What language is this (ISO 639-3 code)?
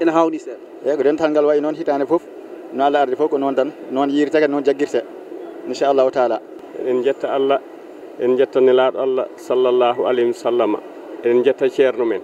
ful